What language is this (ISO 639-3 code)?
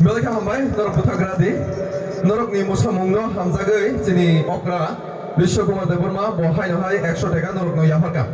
trp